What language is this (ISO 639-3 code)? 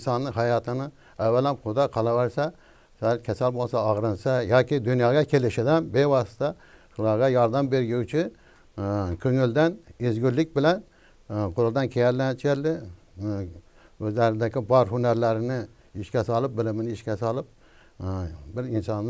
uzb